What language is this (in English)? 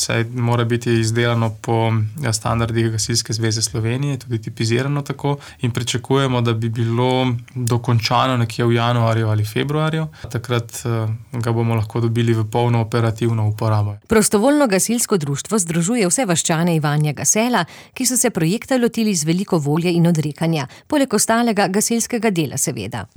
Slovenian